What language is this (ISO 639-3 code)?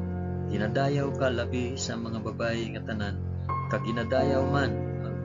hil